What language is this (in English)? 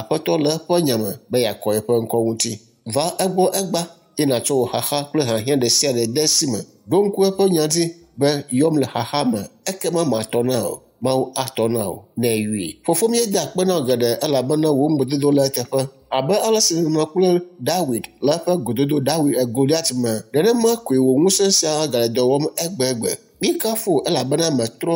Ewe